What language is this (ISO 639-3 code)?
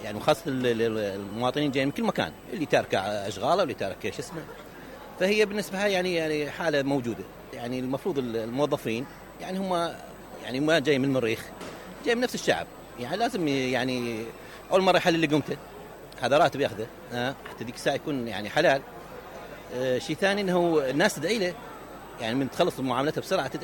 acm